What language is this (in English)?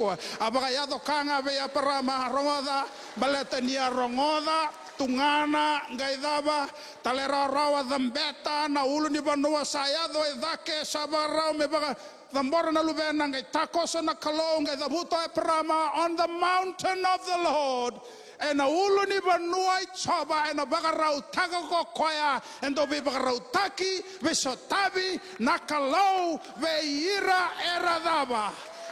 Fijian